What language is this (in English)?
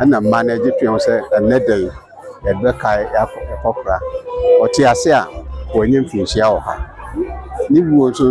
Akan